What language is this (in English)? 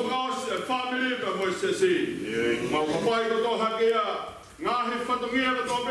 Tongan